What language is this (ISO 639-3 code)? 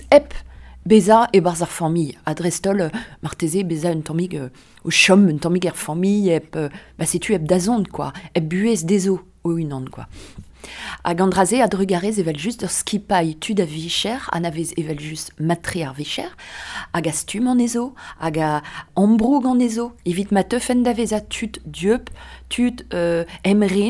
bre